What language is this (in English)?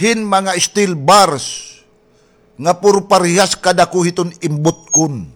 Waray